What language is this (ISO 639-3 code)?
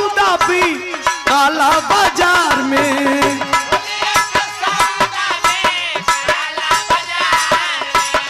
bho